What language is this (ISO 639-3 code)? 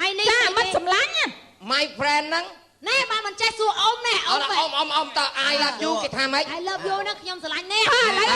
khm